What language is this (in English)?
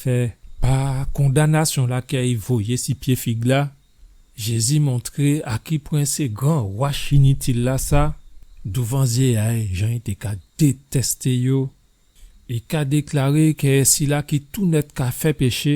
Guadeloupean Creole French